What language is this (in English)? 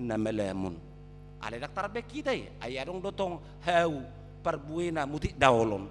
Batak Toba